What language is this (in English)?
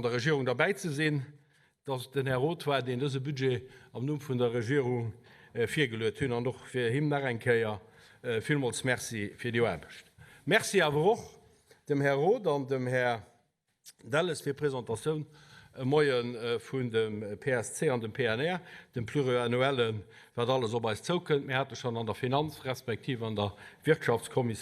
Luxembourgish